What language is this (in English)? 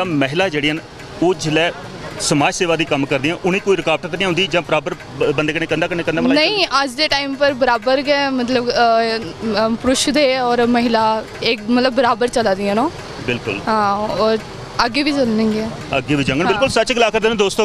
Dogri